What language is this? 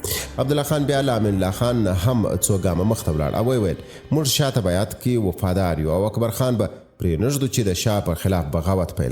Pashto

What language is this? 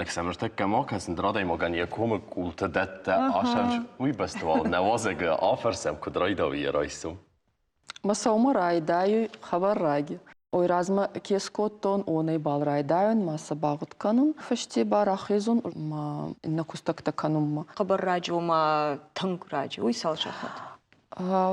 Ossetic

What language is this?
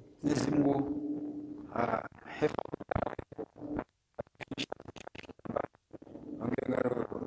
Swahili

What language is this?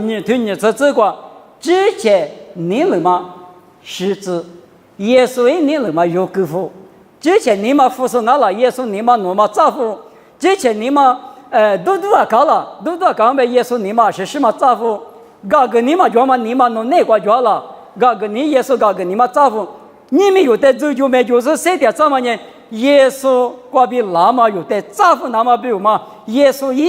Lisu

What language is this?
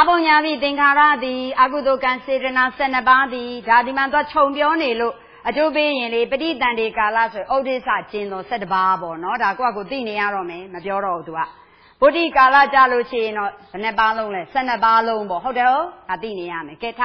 Burmese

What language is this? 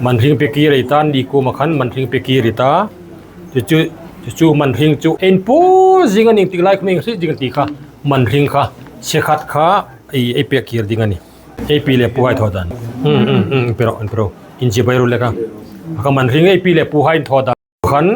Hmar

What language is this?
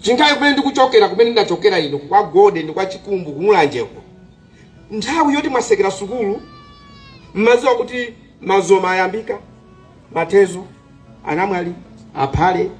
Nyanja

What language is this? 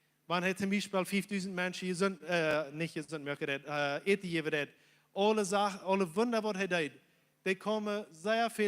Plautdietsch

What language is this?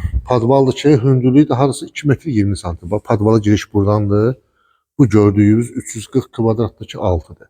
Azerbaijani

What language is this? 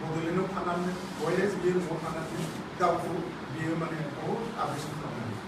Bodo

